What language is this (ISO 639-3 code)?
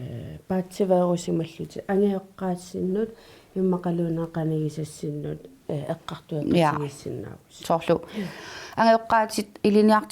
kal